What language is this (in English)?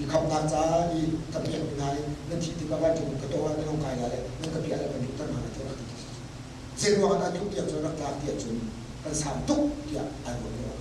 Hakha Chin